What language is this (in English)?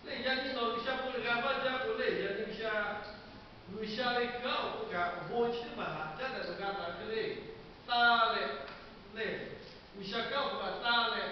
Lahu